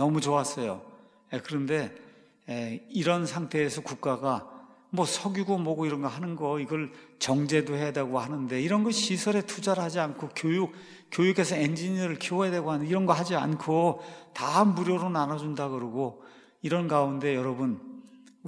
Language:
Korean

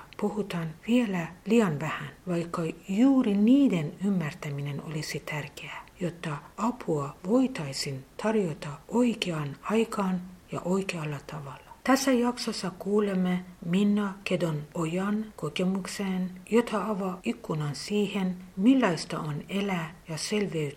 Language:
Finnish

